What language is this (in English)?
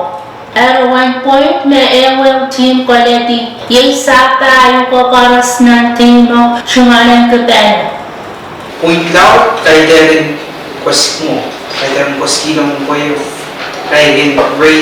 Pohnpeian